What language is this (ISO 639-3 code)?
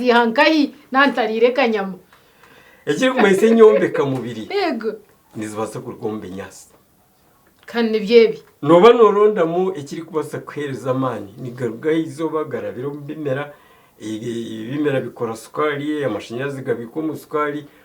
nyn